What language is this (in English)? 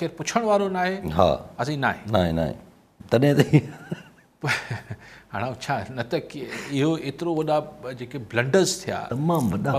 Sindhi